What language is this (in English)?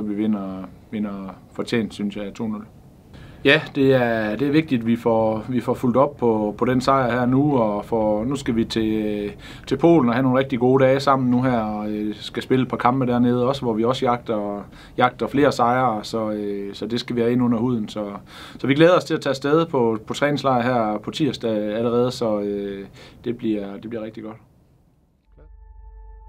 Danish